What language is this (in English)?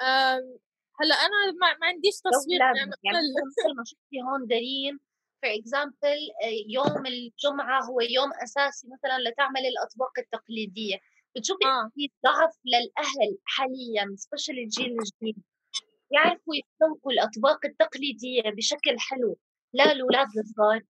North Levantine Arabic